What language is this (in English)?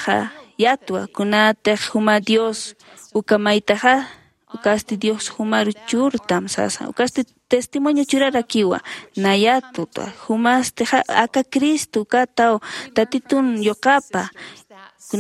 Aymara